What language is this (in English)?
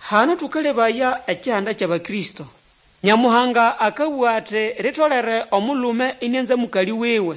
Nande